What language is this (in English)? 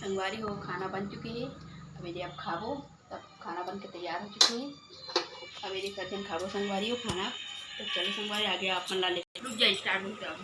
Chhattisgarhi